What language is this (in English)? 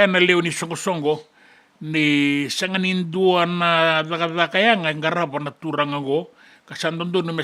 Fijian